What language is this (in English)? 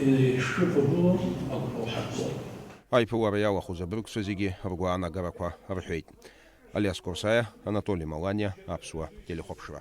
Abkhazian